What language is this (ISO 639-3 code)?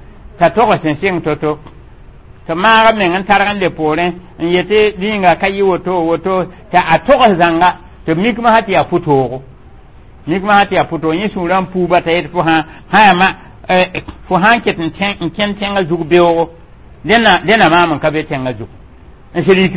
mos